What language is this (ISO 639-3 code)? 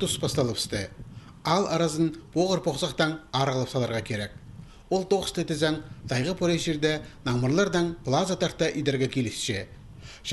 kjh